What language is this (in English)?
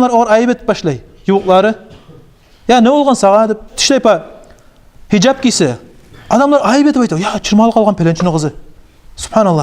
Kumyk